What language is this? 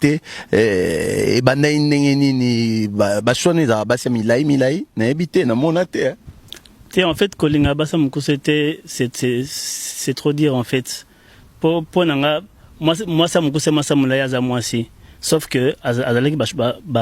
Lingala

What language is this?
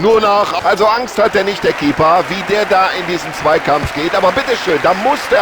Bavarian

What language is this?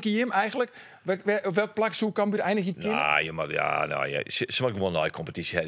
Western Frisian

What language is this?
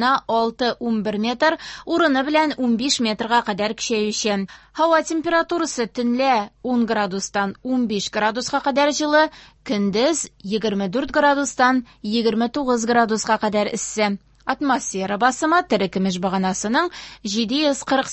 Tatar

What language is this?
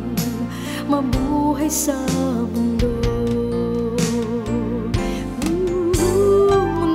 Filipino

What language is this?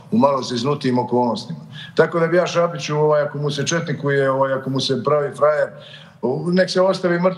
Serbian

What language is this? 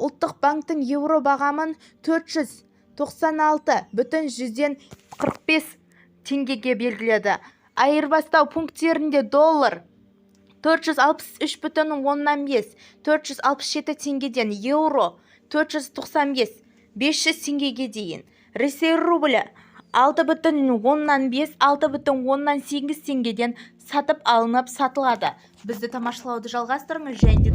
Kazakh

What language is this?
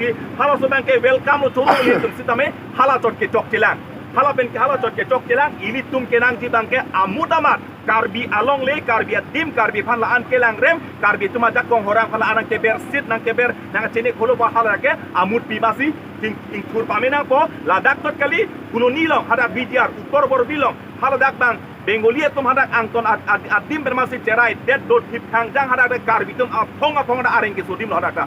Karbi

